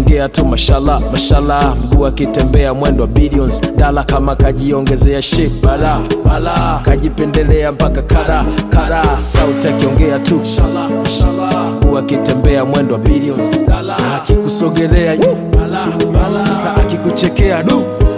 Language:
Swahili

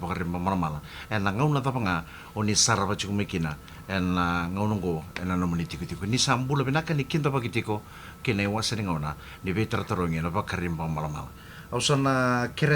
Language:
Fijian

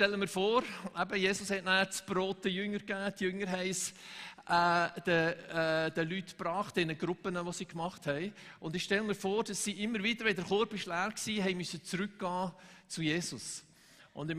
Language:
Swiss German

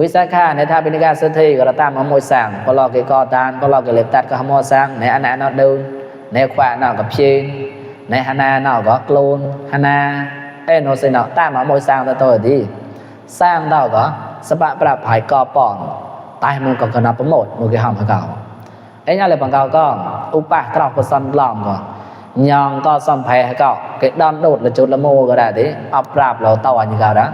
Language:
Mon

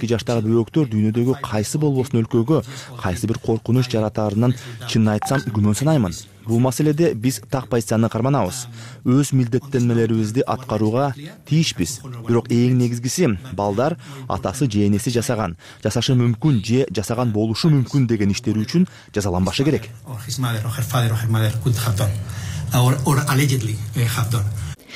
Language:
Kyrgyz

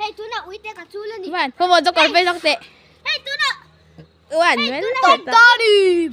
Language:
Mizo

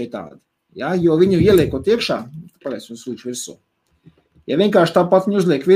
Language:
Latvian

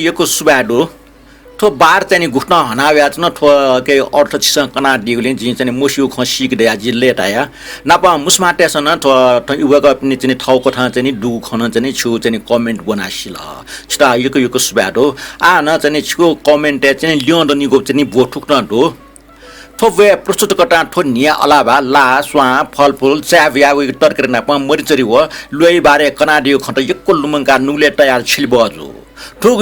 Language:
Newari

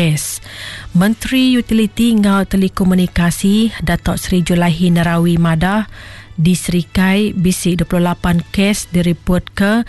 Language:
Iban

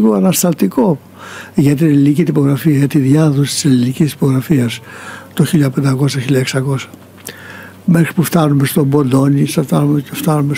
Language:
Greek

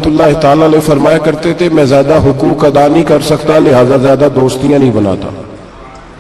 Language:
Urdu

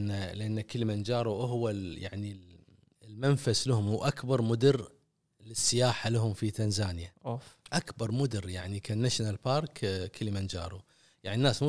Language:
Gulf Arabic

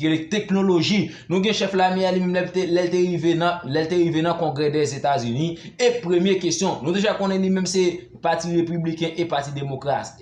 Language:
Haitian Creole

